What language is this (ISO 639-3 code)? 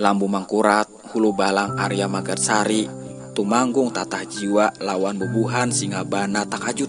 bjn